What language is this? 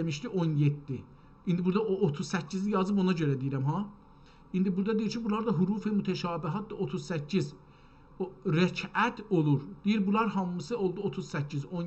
South Azerbaijani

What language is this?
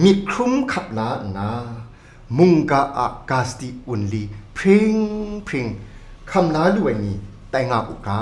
Kachin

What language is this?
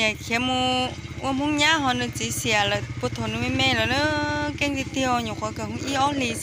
Hmong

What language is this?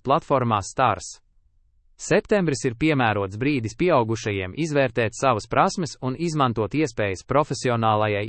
Latvian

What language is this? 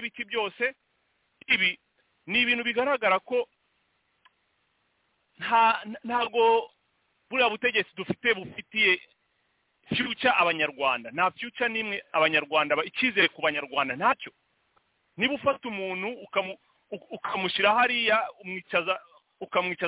Kinyarwanda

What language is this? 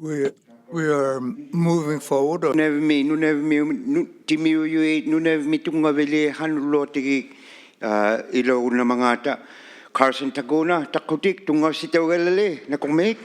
Inuktitut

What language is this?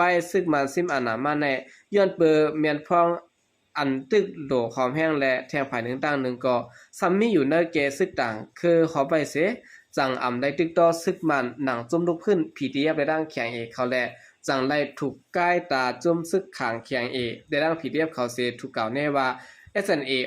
Shan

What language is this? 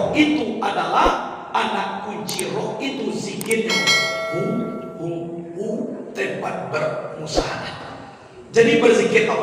Minangkabau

